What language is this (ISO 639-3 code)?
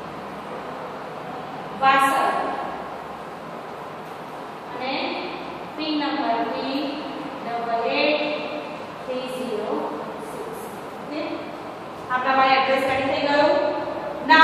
guj